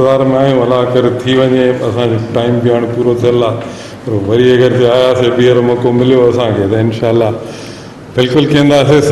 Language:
Sindhi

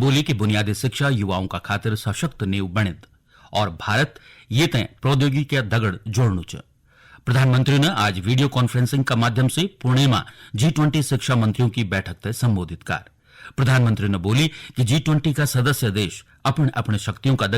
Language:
Garhwali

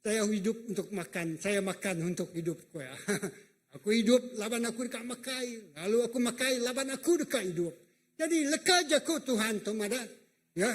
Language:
Iban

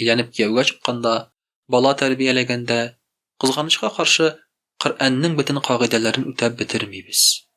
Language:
Tatar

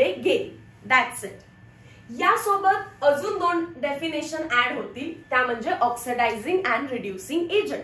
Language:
Marathi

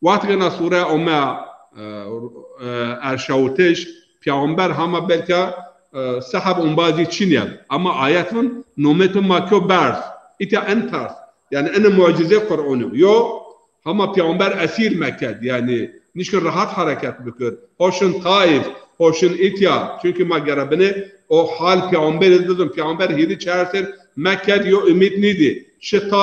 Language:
Zaza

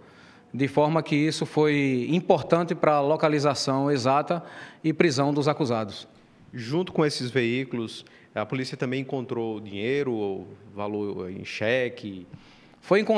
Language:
Portuguese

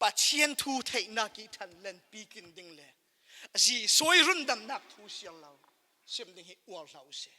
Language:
Falam Chin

